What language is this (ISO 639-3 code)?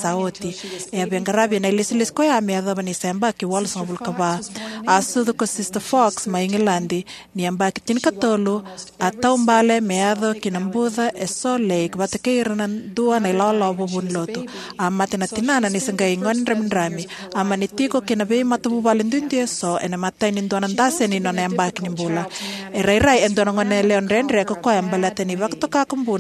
fij